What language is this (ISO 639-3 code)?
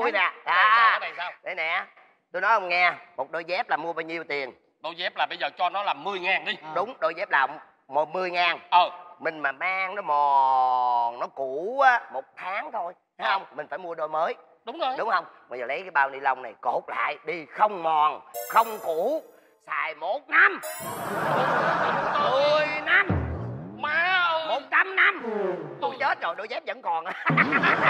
vie